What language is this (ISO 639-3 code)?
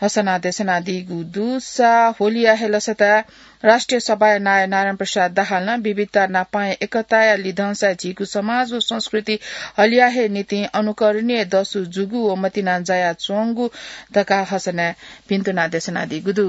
new